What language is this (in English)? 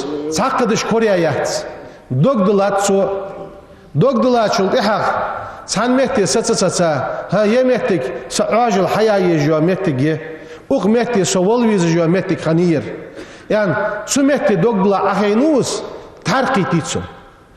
Ingush